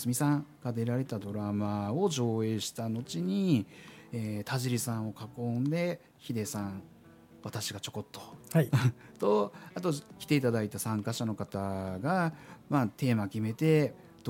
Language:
Japanese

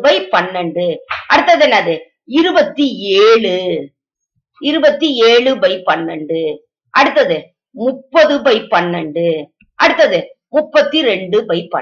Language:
Tamil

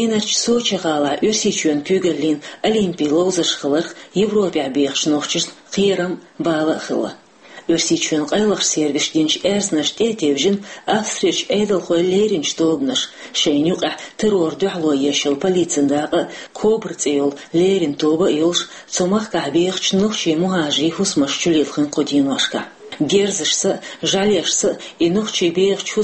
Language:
Chechen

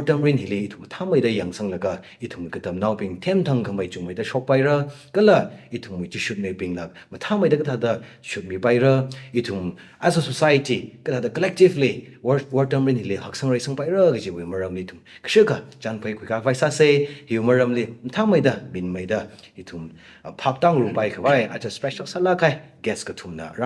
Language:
Tangkhul Naga (India)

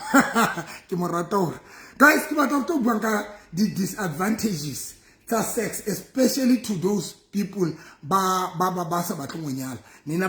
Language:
Southern Sotho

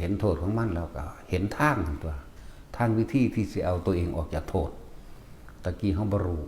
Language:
Lao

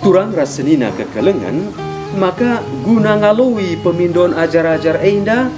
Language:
Batak Karo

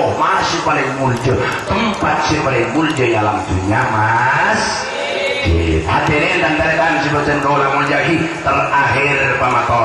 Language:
Madurese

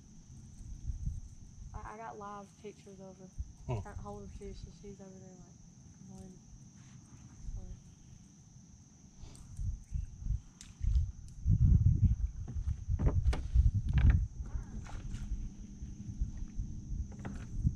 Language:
English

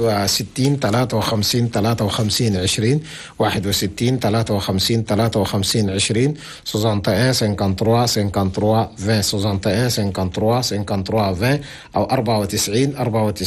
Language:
Chadian Arabic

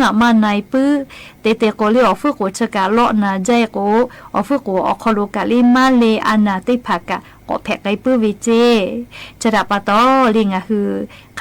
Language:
Lahu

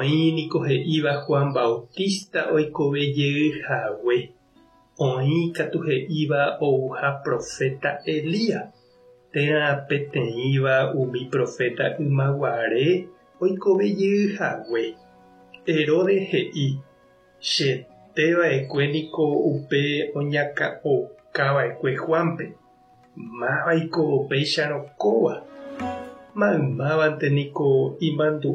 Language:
Guarani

